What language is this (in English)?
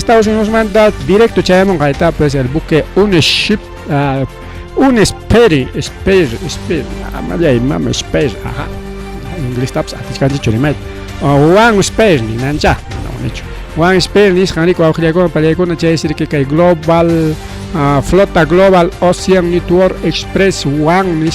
Ayacucho Quechua